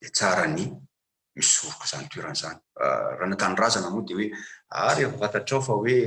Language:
Malagasy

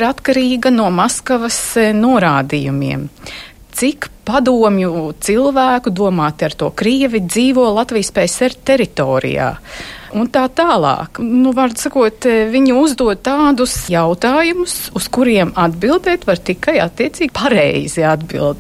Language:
Latvian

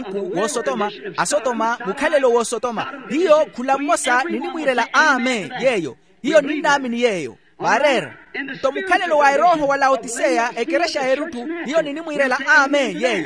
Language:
Makhuwa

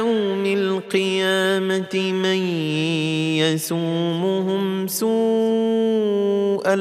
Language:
Arabic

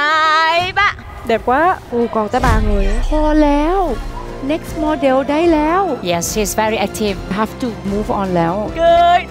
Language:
Vietnamese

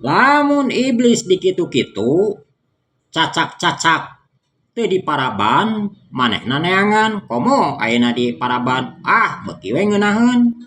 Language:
Sundanese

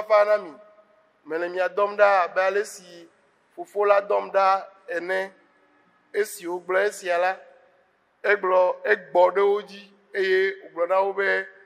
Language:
Ewe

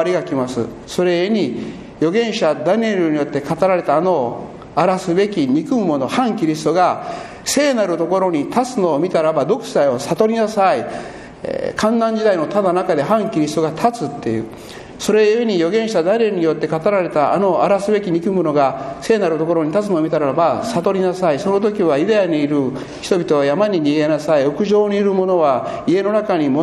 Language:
Japanese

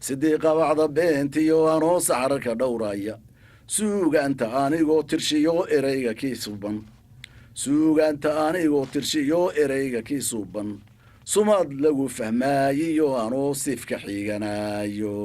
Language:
Somali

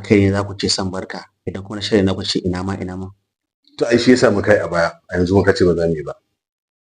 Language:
Hausa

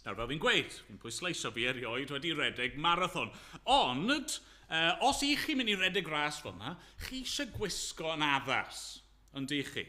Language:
Welsh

